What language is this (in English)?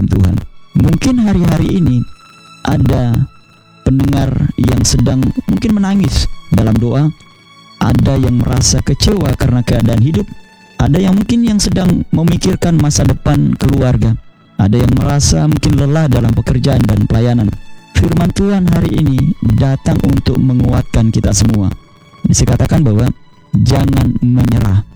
Indonesian